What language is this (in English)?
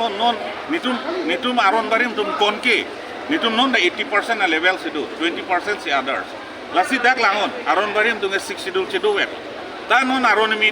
Karbi